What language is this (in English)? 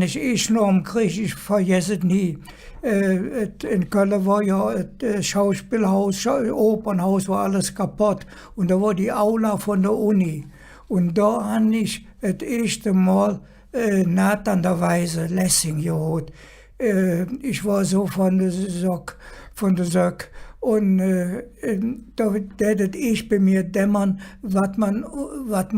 Colognian